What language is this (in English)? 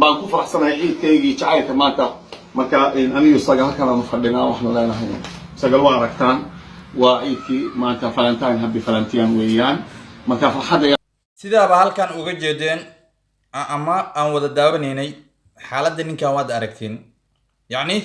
Somali